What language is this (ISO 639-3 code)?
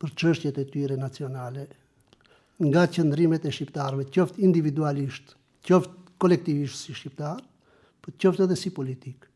sqi